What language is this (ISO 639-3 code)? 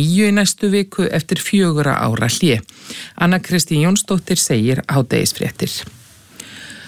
isl